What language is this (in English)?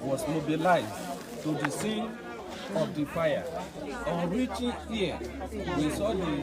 Nigerian Pidgin